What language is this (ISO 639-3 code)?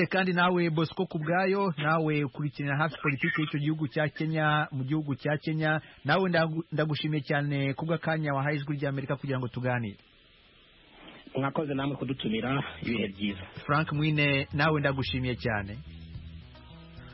kin